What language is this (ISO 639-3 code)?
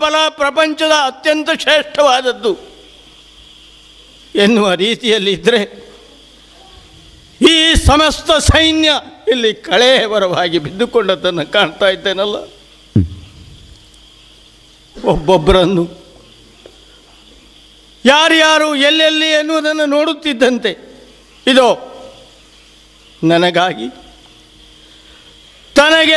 kan